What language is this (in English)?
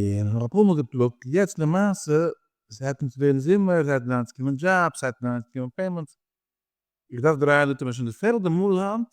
Yiddish